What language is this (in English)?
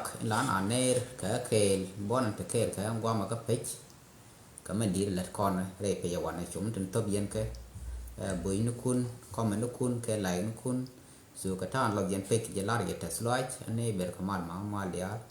Nuer